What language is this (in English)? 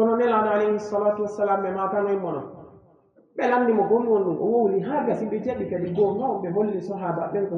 Pular